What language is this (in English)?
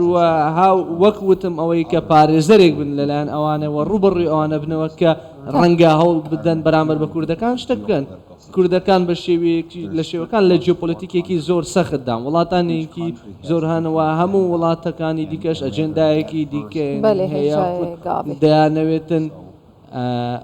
Central Kurdish